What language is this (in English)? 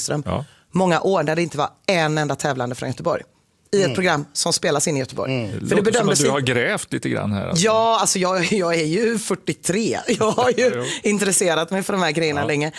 Swedish